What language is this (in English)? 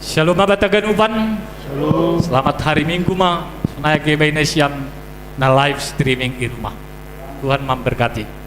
Batak Simalungun